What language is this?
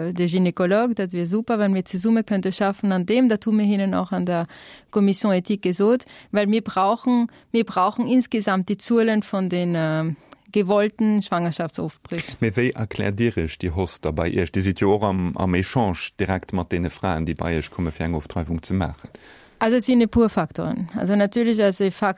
Luxembourgish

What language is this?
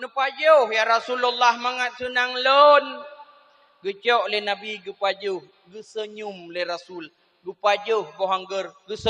Achinese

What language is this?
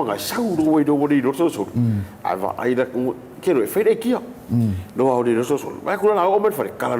Samoan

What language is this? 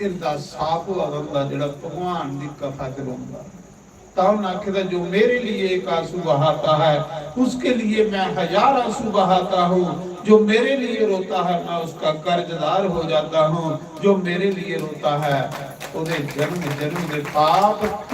Dogri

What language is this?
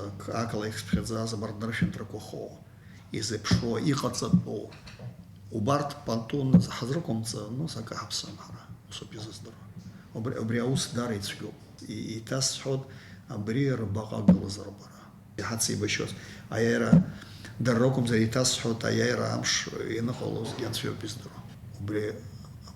Abkhazian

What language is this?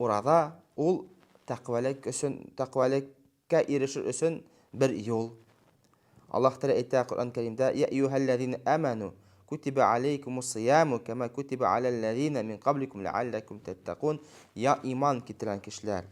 Bashkir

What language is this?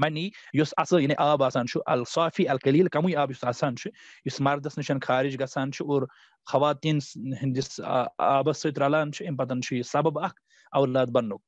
Kashmiri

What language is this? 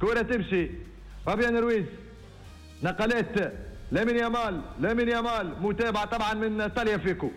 Tunisian Arabic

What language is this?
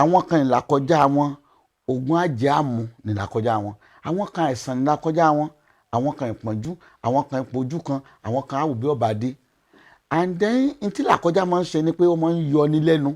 Yoruba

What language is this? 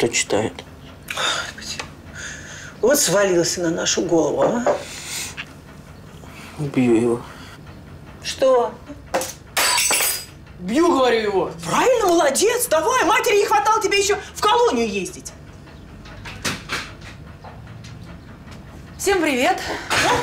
Russian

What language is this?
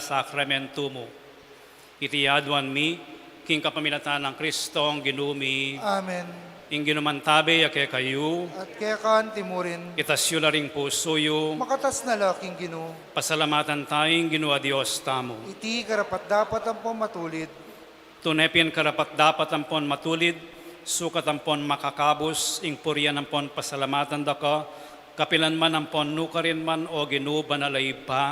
Pampanga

